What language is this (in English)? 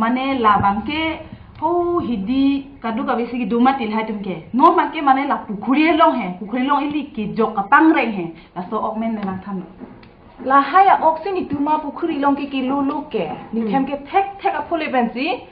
Karbi